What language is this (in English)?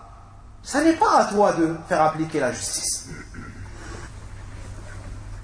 French